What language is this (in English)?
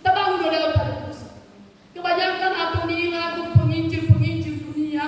Nias